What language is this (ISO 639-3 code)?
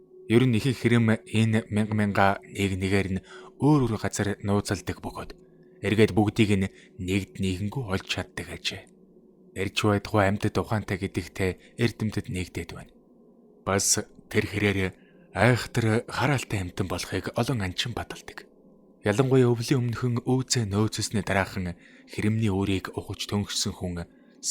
mon